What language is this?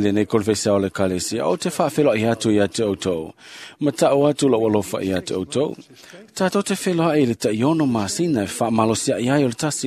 Samoan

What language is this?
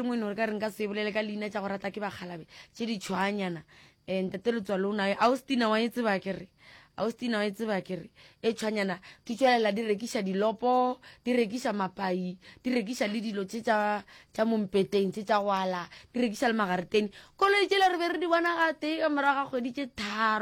Northern Sotho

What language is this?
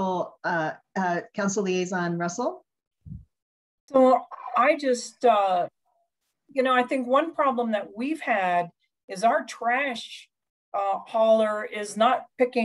English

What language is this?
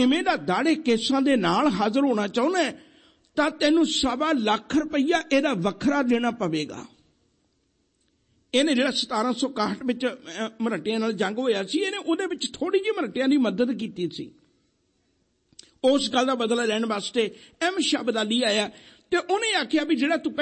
Punjabi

